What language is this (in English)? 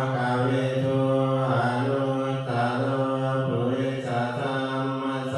Pali